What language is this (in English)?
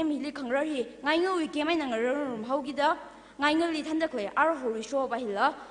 Tangkhul Naga (India)